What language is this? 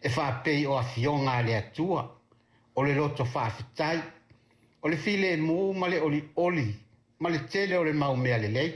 Samoan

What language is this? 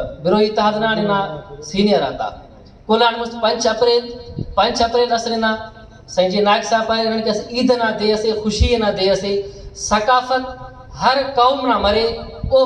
Brahui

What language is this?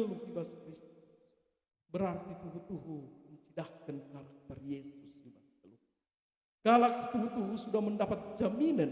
Batak Karo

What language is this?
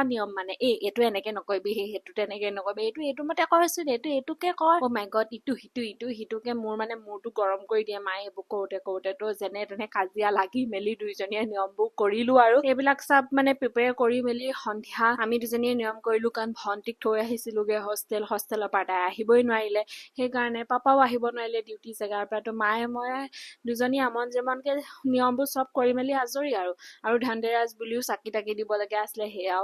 Assamese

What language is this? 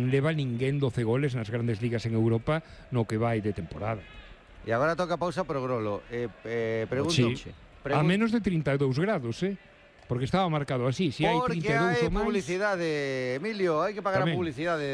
Galician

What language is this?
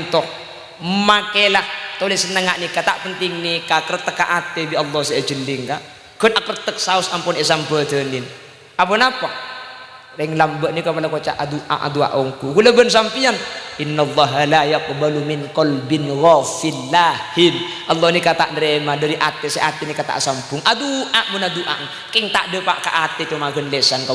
Madurese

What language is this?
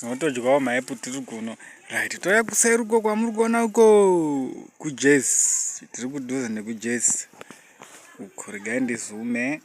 Shona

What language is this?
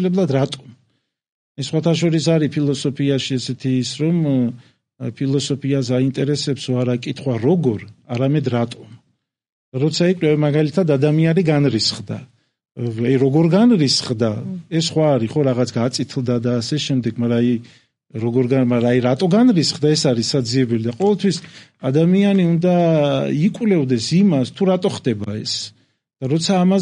Georgian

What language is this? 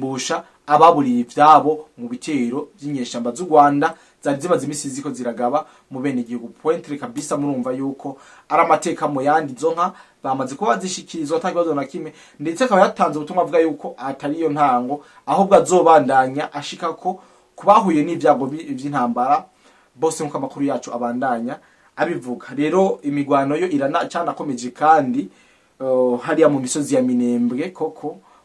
Rundi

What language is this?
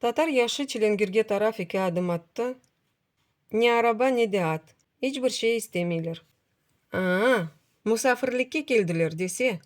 Crimean Tatar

